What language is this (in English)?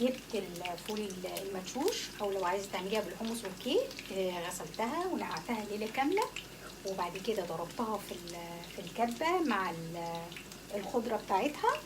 Egyptian Arabic